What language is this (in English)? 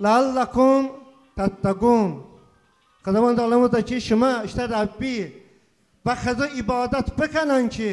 Talysh